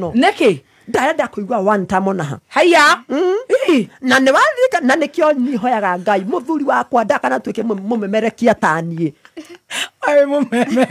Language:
Kikuyu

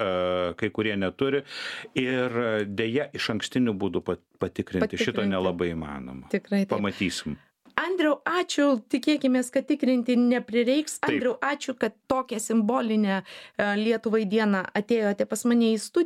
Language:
Lithuanian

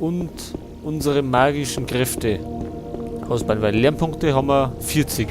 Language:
Bavarian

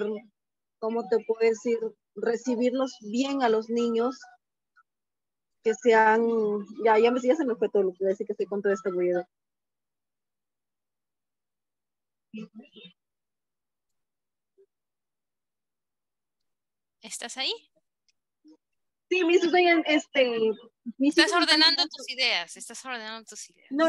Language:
Spanish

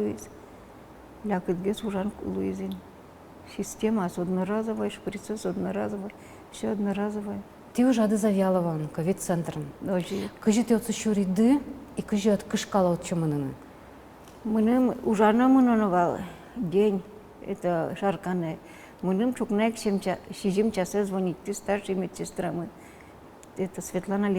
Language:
Udmurt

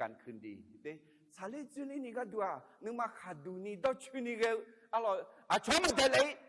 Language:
Akha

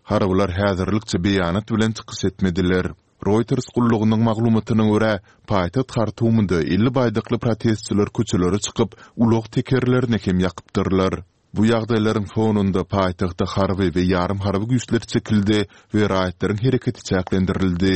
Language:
Turkmen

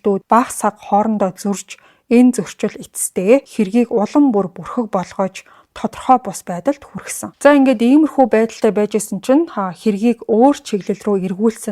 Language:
Mongolian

